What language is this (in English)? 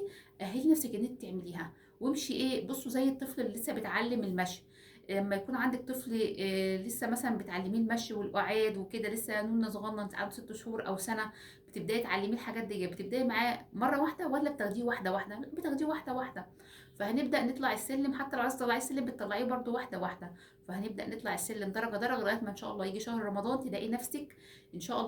Egyptian Arabic